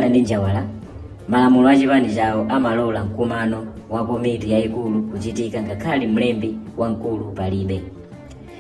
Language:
Nyanja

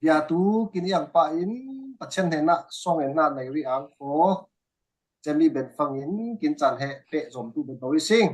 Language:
Falam Chin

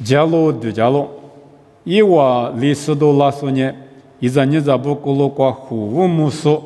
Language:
Lisu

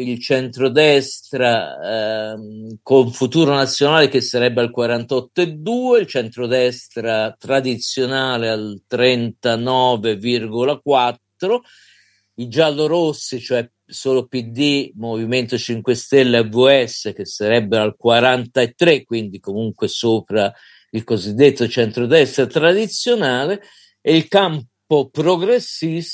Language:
Italian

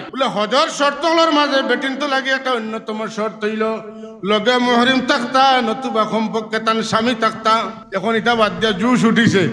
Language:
Sylheti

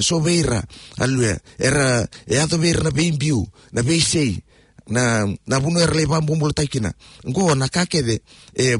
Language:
Fijian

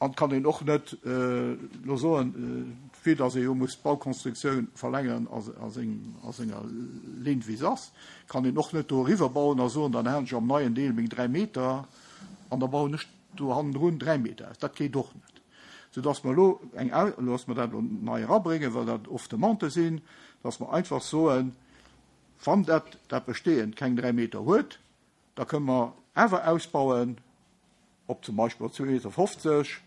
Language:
Luxembourgish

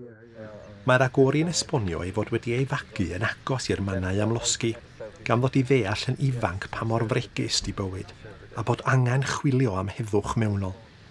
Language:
Welsh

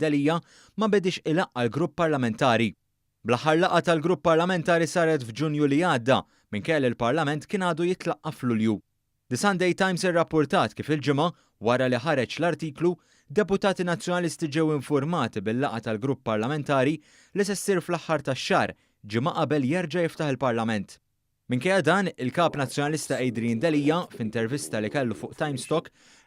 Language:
Maltese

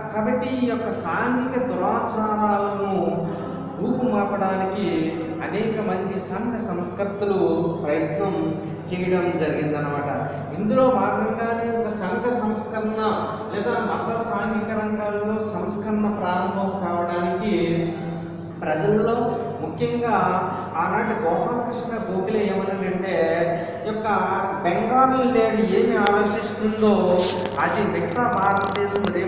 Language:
Telugu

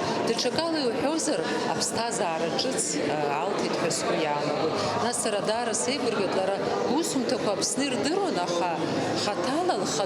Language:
Abkhazian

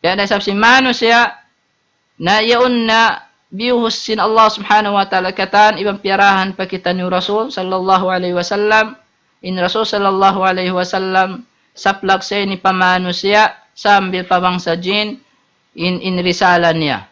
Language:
Tausug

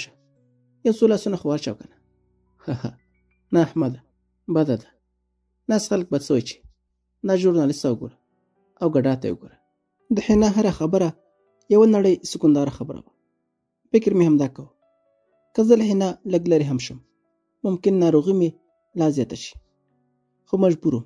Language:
Pashto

